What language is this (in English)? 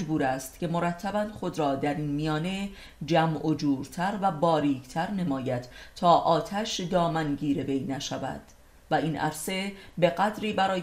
Persian